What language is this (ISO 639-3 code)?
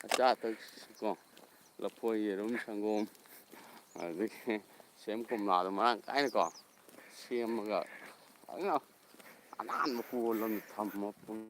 mni